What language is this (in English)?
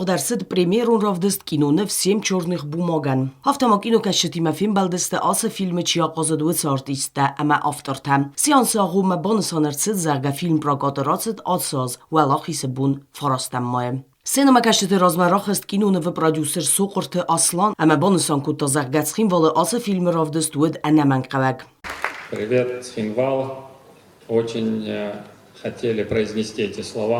Ossetic